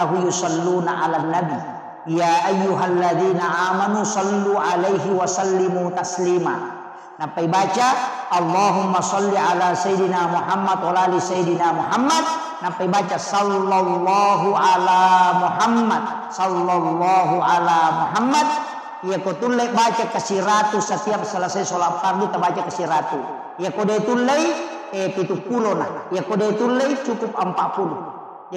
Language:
Buginese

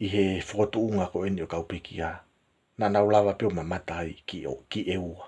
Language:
Tongan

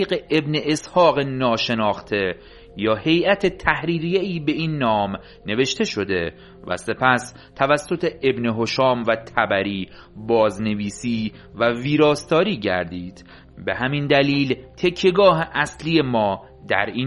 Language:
Persian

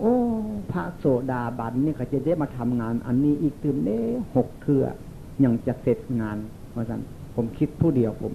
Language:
Northeastern Thai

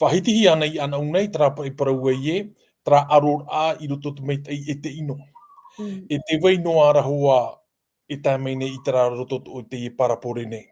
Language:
Tahitian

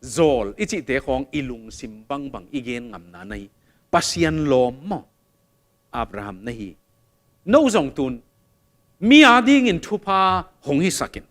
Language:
Tedim Chin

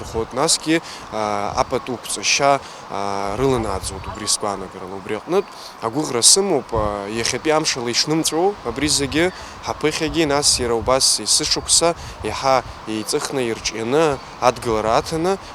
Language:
Abkhazian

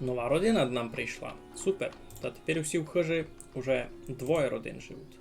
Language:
Rusyn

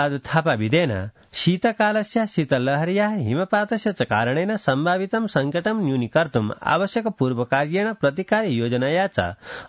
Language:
Sanskrit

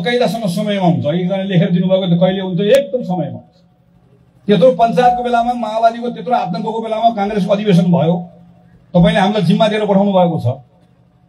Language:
Nepali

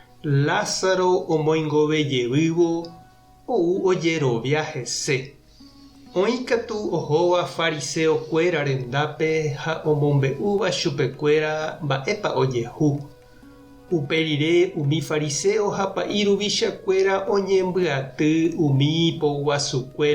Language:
Guarani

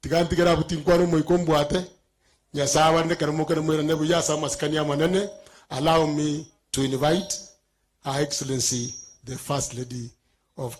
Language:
Gusii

